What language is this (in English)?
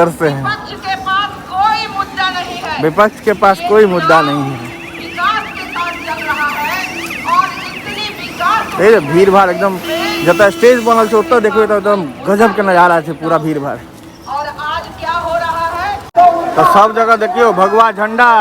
Maithili